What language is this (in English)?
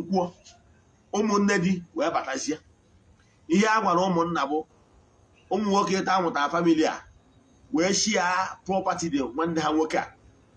Igbo